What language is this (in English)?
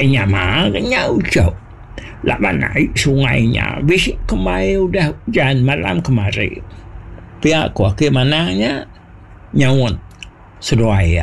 Iban